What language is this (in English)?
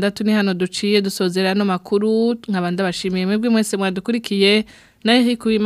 Rundi